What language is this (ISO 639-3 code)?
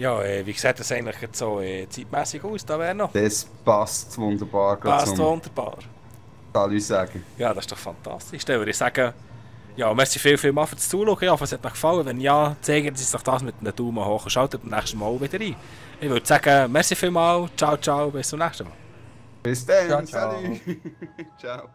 gsw